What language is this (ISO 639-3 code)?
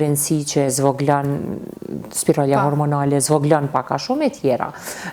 sqi